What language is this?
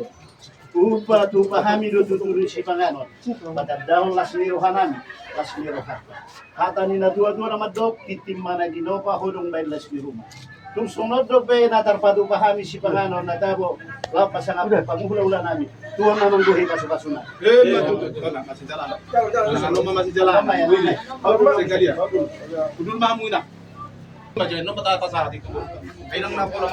Batak Toba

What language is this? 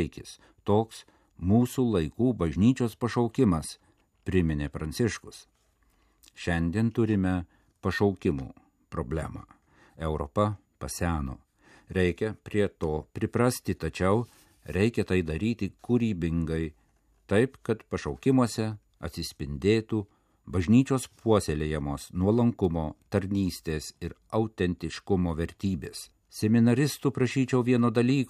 Lithuanian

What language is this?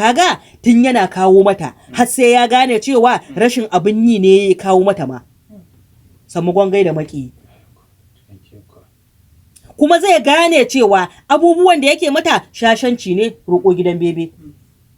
Hausa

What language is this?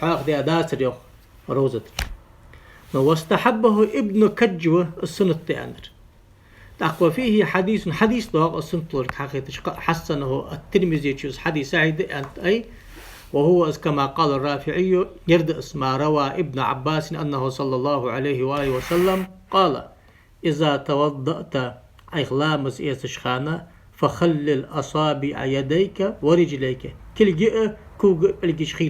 Ingush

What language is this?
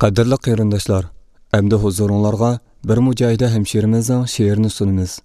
Uyghur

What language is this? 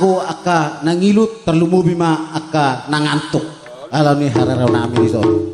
Batak Toba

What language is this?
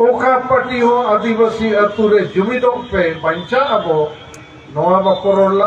Santali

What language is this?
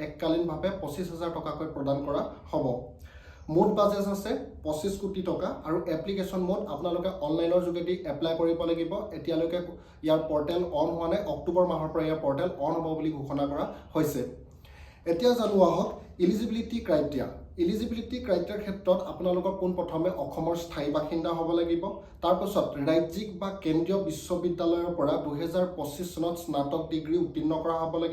Assamese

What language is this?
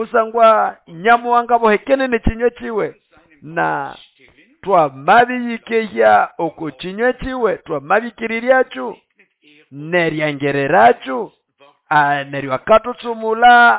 Nande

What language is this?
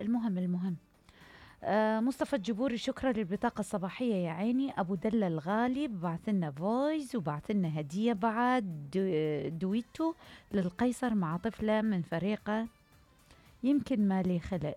Mesopotamian Arabic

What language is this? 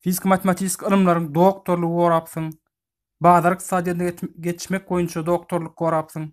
Turkmen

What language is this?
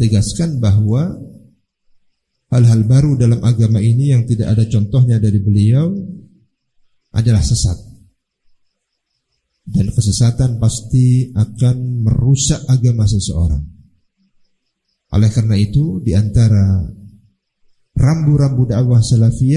Indonesian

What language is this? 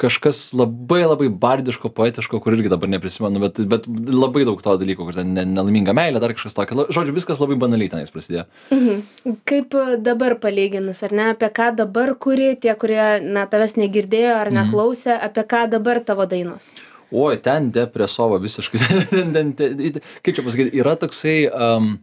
Lithuanian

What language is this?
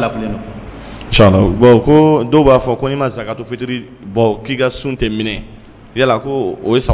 Dyula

